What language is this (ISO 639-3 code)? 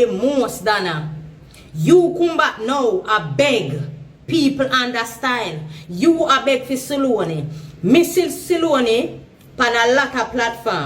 jam